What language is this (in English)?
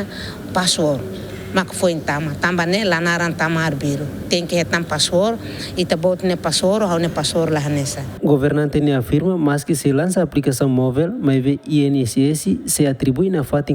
Tetum